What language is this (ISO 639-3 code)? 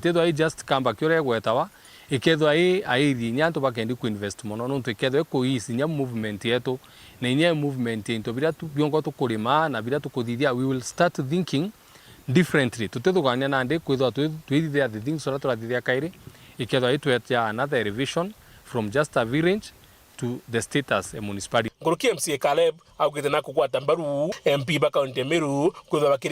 mer